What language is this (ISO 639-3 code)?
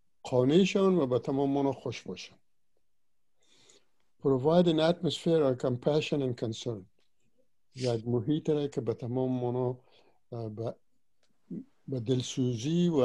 fas